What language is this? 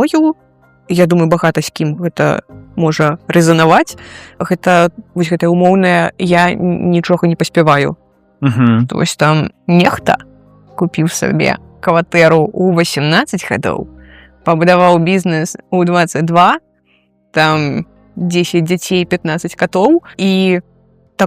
Belarusian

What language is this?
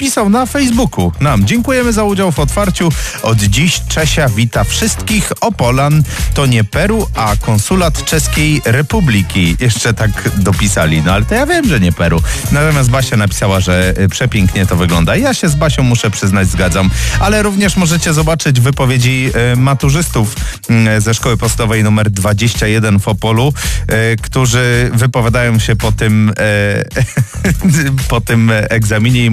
Polish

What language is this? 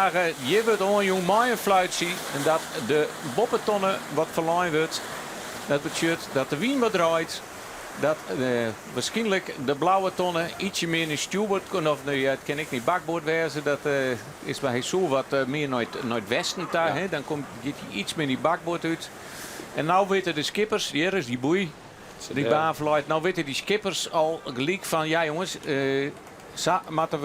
Western Frisian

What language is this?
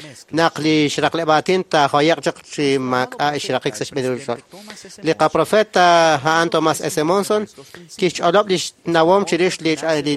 Kekchí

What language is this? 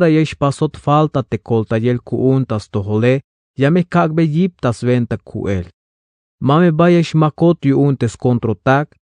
Tzeltal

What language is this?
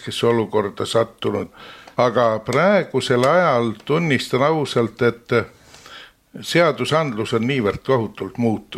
Estonian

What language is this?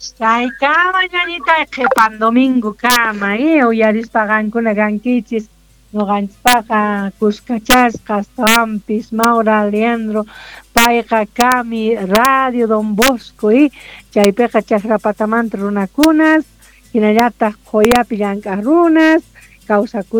South Bolivian Quechua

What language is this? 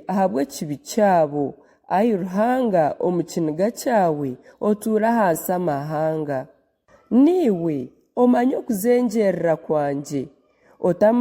Nyankole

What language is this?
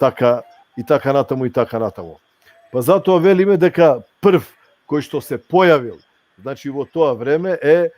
Balkan Romani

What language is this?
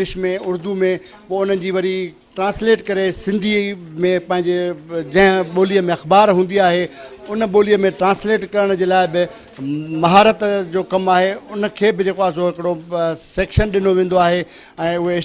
Sindhi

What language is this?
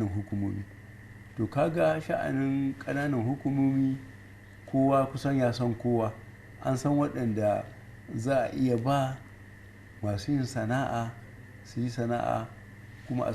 Hausa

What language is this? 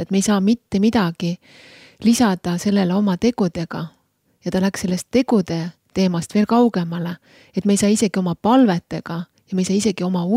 Estonian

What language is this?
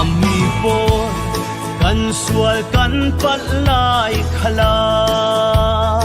Falam Chin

